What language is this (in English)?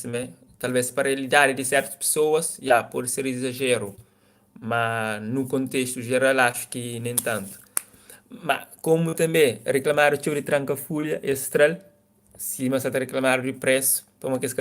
Kabuverdianu